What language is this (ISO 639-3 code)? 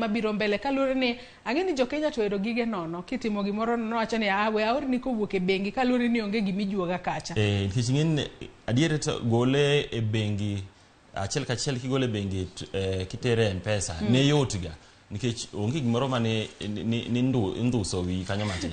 luo